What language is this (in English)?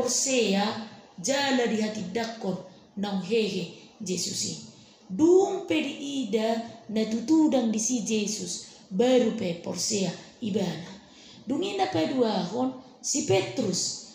Batak Toba